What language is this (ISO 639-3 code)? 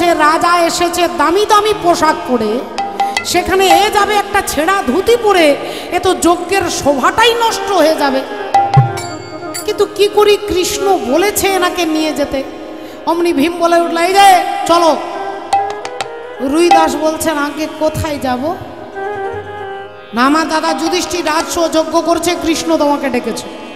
ben